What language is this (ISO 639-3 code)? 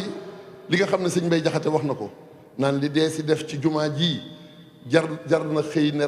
wol